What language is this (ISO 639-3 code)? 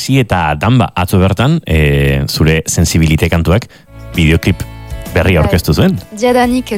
eus